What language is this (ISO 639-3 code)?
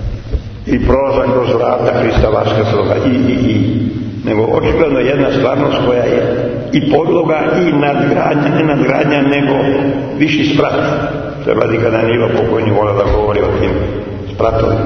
srp